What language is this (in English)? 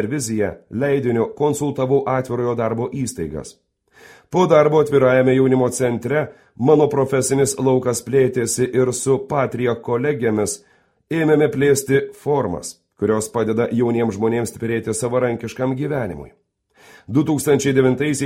Lithuanian